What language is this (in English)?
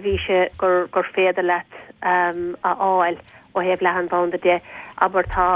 Irish